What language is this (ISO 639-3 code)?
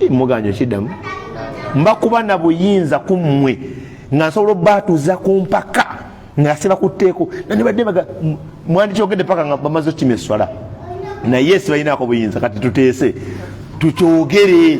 lug